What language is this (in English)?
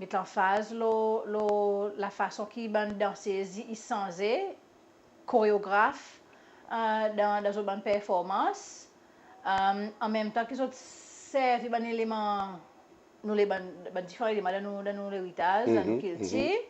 Seselwa Creole French